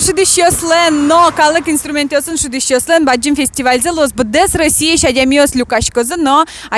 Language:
Udmurt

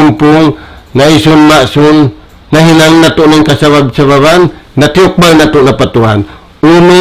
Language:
Tausug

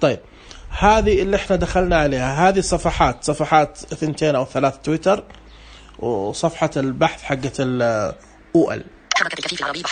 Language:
Najdi Arabic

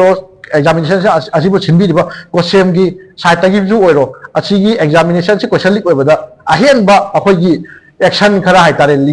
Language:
Manipuri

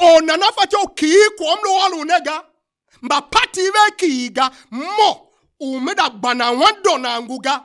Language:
Tiv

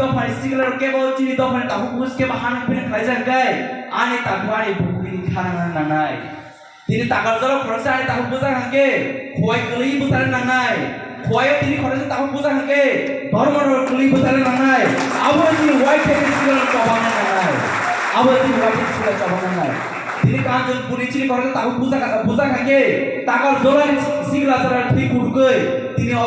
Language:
Kok Borok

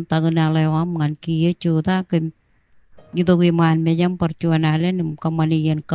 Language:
Marshallese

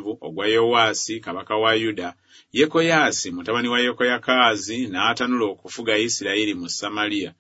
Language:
Ganda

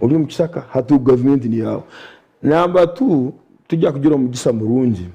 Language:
Nyankole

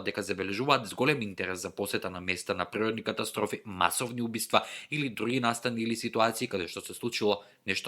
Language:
Macedonian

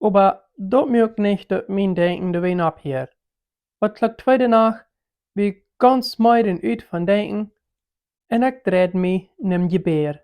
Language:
Plautdietsch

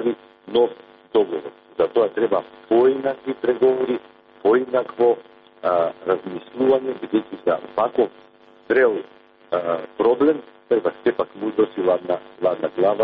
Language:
Macedonian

